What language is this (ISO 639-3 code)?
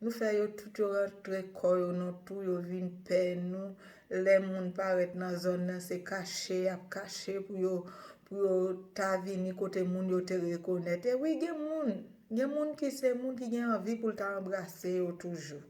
hat